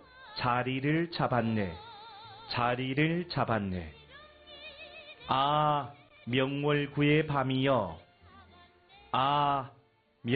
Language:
Korean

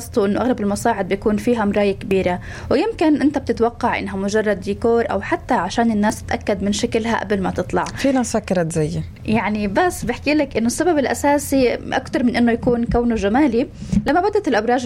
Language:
North Levantine Arabic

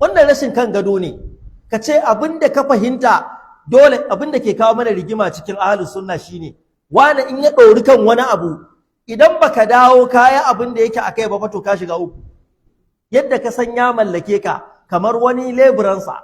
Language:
Hausa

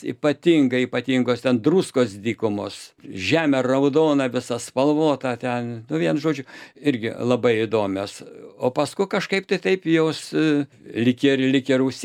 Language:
Lithuanian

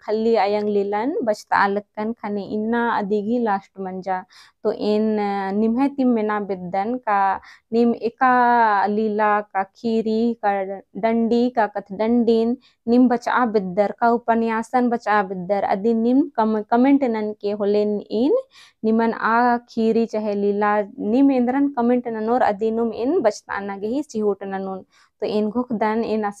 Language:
Kurukh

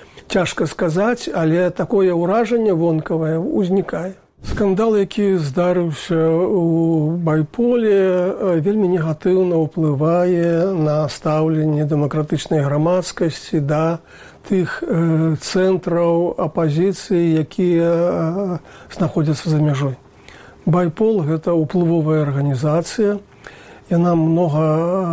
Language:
Belarusian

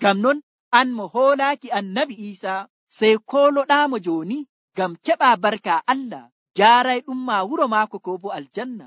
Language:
Nigerian Fulfulde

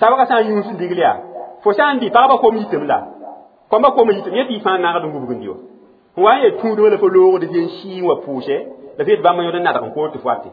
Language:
Mossi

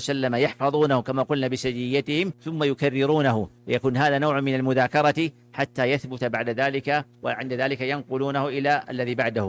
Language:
Arabic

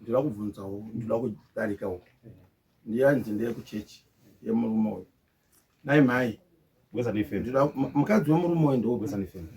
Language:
Shona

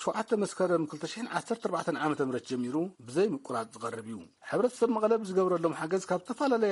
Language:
Tigrinya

